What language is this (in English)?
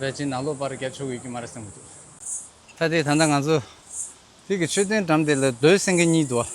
Tibetan